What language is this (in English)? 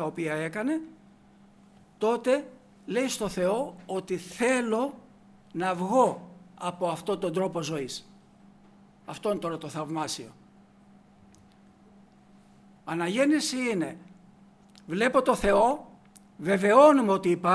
Greek